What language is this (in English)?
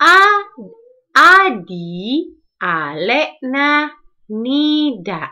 Madurese